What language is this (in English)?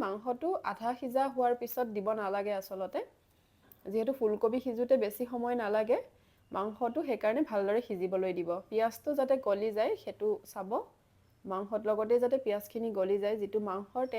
Assamese